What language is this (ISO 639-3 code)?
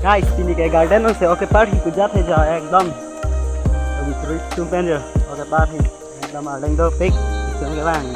mjw